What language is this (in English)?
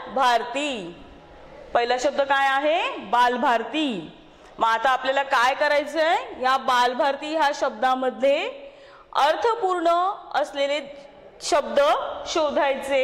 Marathi